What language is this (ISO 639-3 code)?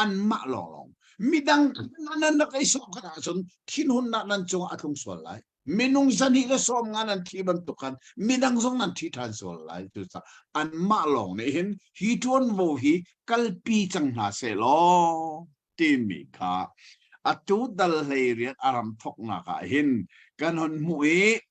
cnh